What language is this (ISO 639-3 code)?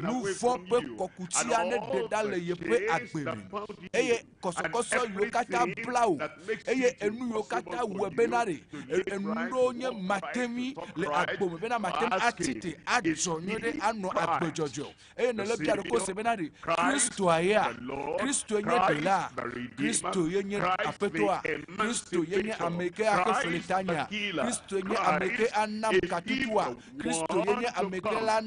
ewe